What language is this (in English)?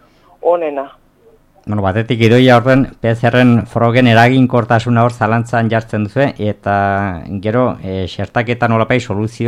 Basque